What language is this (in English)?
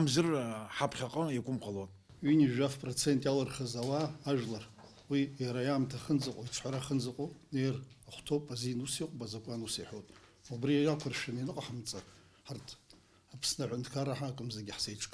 Abkhazian